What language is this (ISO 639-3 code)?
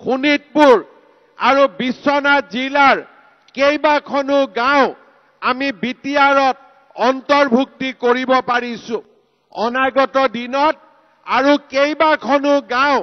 asm